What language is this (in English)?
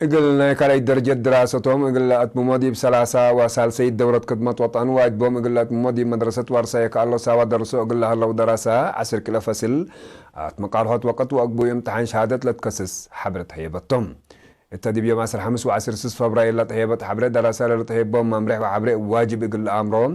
Tigre